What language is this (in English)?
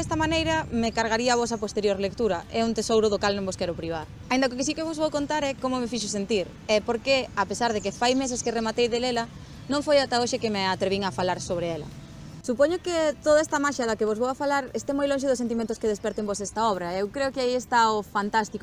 Galician